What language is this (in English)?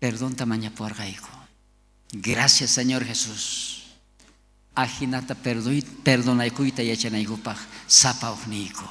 South Bolivian Quechua